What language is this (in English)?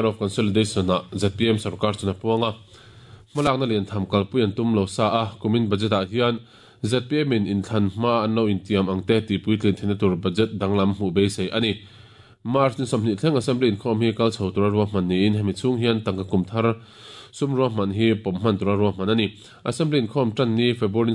Mizo